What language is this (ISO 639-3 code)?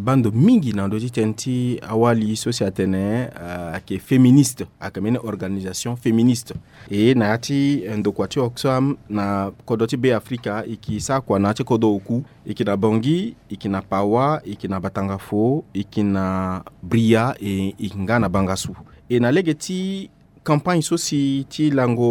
sag